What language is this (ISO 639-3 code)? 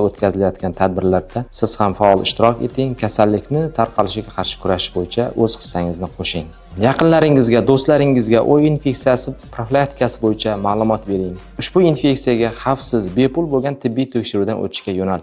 uzb